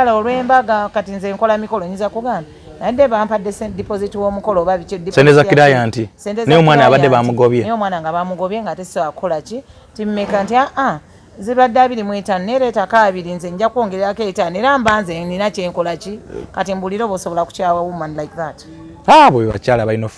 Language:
Ganda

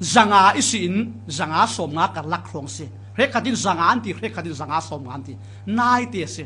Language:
Falam Chin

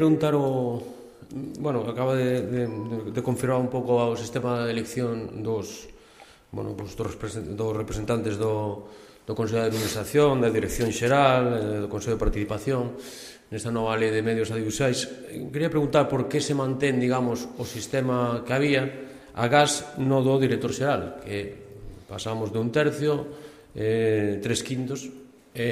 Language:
Galician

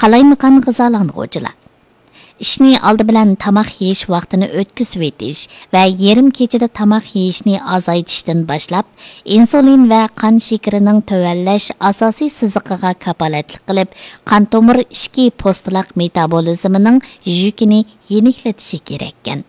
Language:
Uyghur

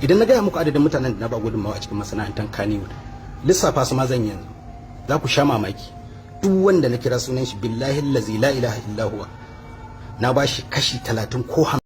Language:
Hausa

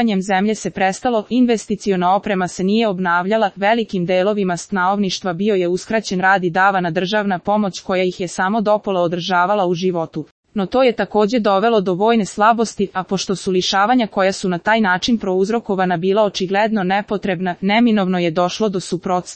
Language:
Serbian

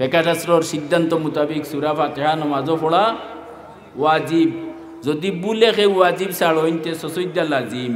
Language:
Sylheti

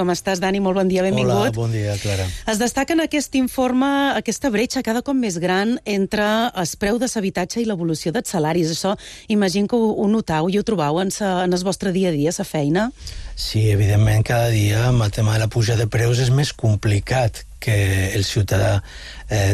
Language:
Catalan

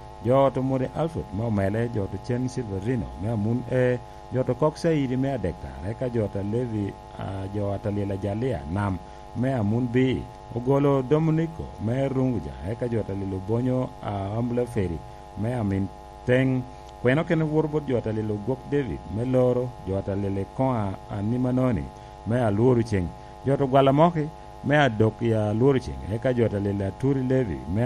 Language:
Lango (Uganda)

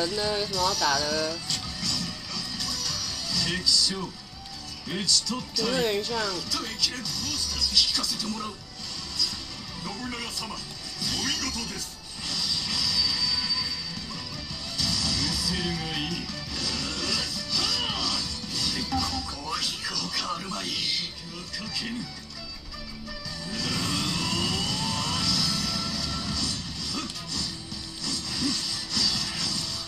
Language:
Japanese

